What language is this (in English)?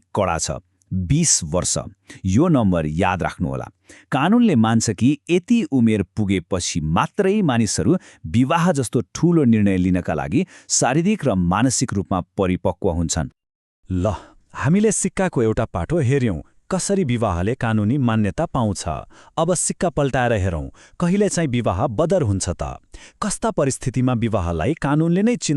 Nepali